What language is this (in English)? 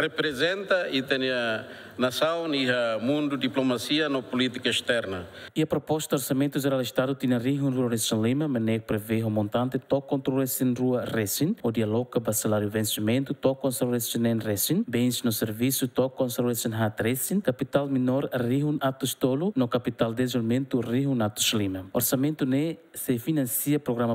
Tetum